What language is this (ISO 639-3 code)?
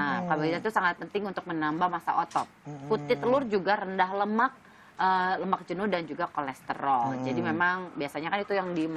ind